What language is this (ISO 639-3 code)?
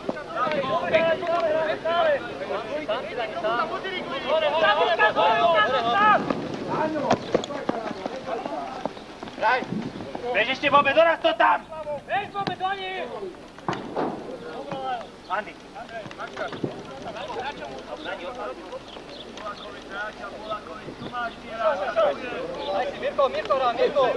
slk